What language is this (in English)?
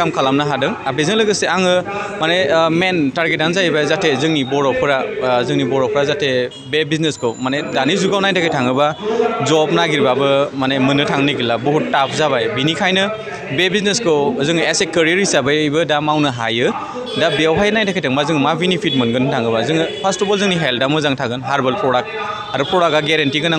Bodo